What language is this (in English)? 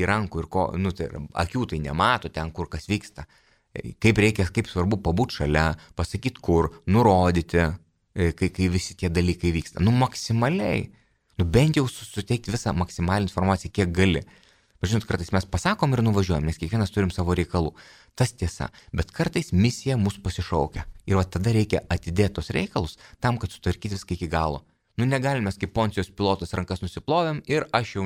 Lithuanian